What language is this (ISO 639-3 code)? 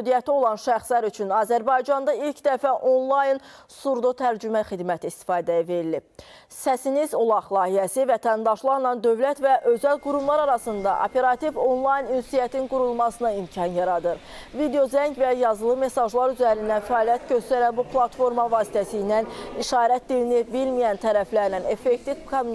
aze